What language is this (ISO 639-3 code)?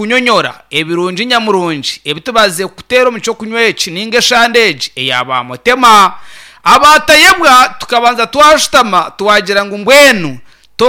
nyn